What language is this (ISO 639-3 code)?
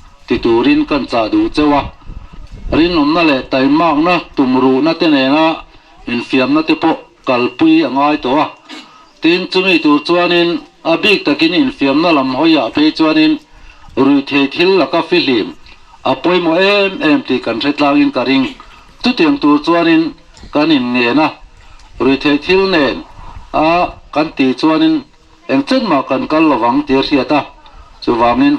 lus